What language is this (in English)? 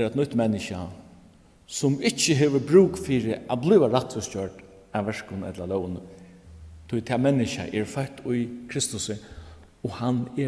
Faroese